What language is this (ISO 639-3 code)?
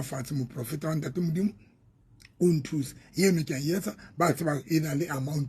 sot